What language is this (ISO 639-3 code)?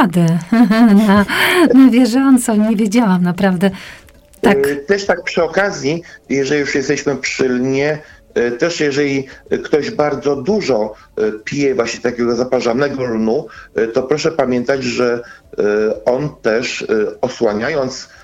pol